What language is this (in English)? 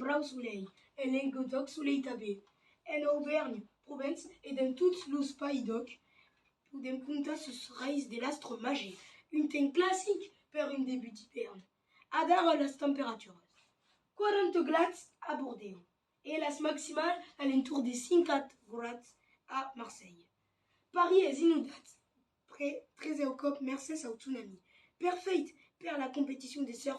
Occitan